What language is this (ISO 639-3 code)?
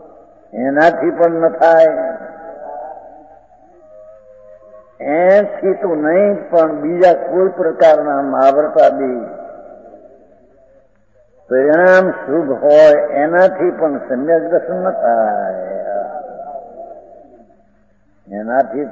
guj